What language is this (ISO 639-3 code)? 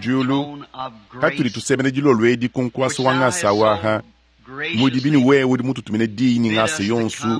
lua